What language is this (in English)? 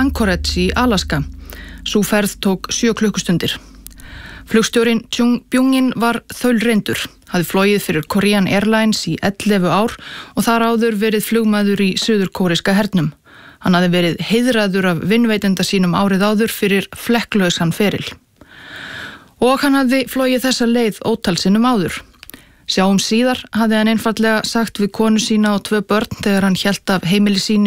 Icelandic